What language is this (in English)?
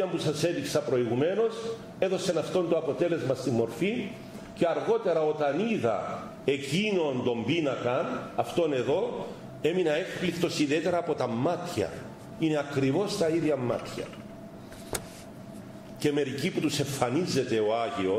Greek